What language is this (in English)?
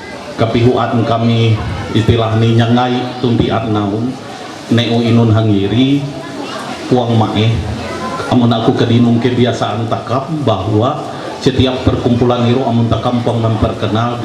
Ma'anyan